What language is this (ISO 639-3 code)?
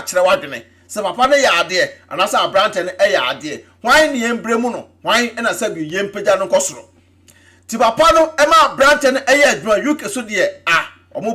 aka